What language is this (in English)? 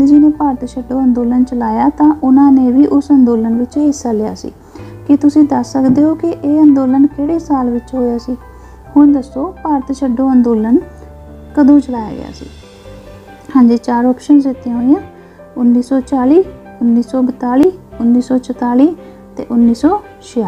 Punjabi